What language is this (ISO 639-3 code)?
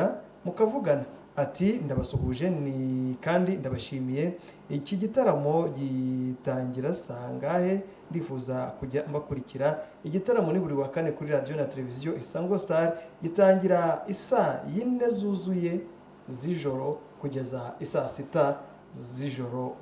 kin